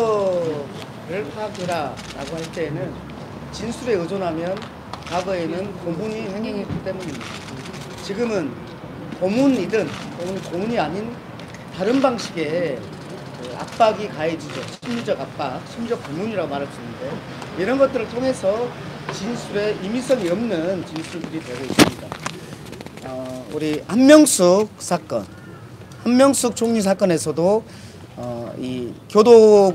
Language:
Korean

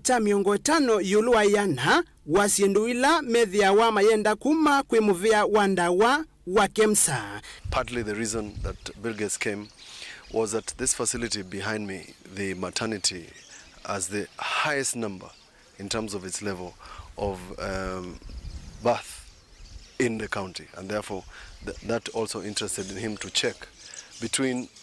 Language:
Kamba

